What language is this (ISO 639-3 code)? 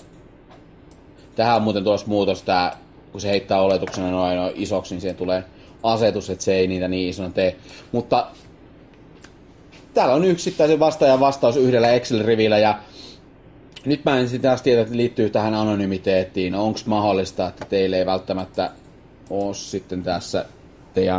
fin